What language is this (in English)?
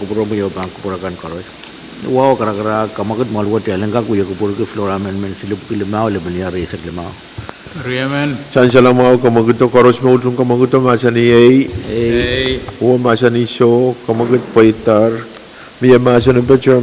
Pohnpeian